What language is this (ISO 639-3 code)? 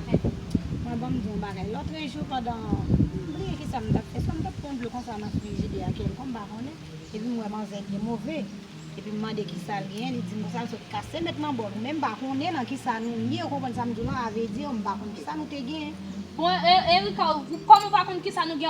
hat